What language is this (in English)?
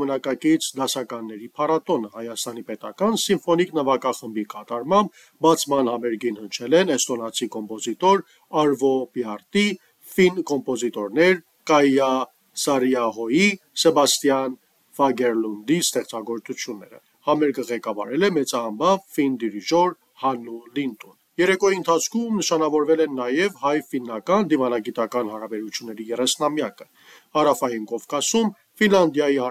Armenian